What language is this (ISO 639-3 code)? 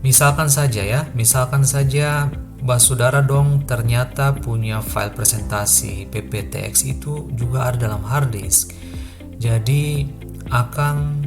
abs